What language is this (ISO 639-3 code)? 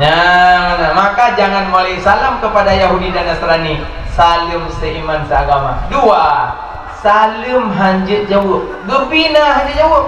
ace